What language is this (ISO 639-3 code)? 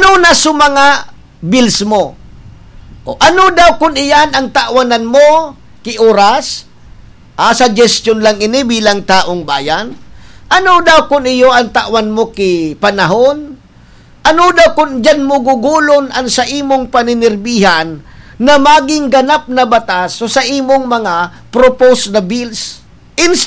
bik